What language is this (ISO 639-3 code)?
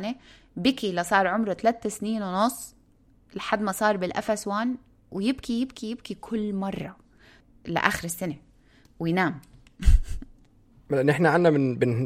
apc